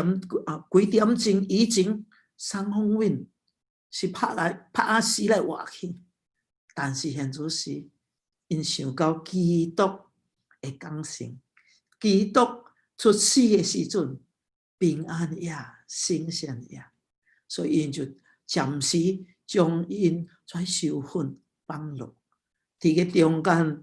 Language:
Min Nan Chinese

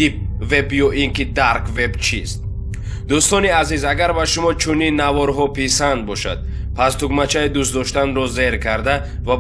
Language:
Tajik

